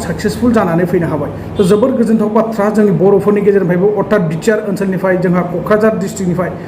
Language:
Bodo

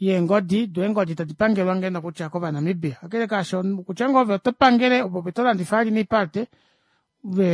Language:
Kuanyama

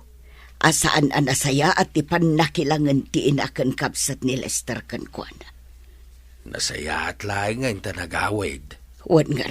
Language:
Iloko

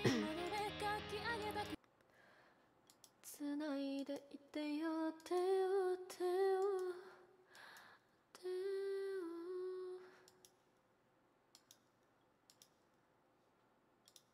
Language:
Japanese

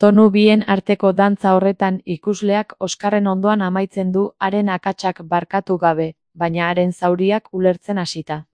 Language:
Basque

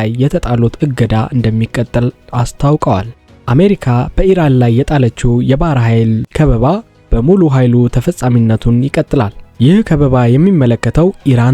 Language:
Amharic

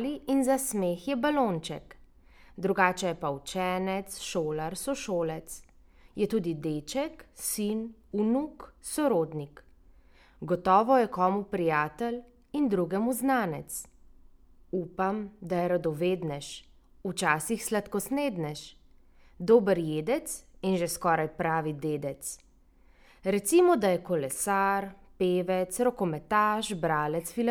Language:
Slovenian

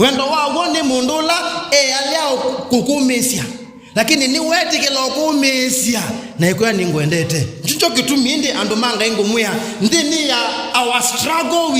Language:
Kamba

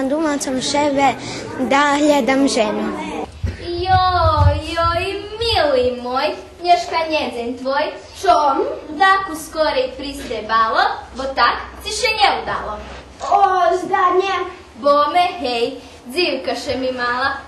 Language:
Rusyn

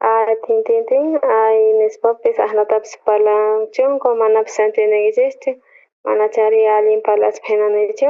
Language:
South Bolivian Quechua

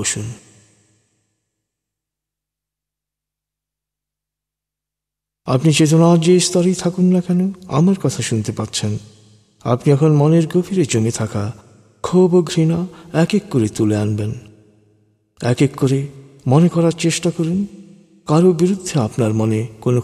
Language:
Bangla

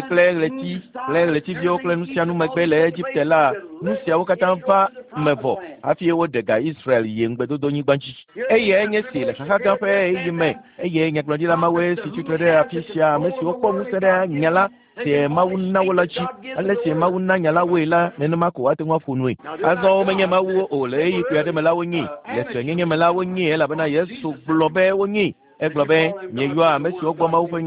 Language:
Ewe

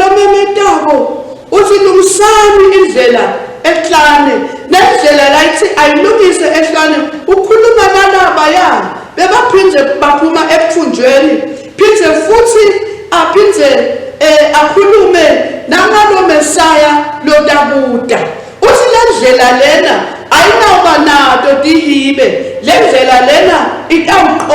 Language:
Swati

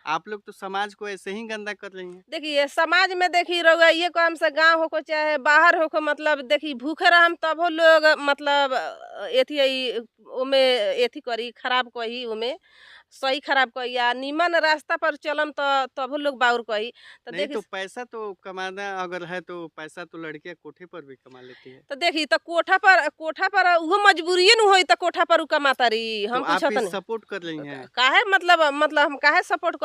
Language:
Bhojpuri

